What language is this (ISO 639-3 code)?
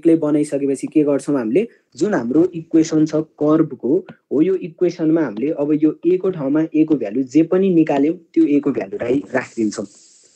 nep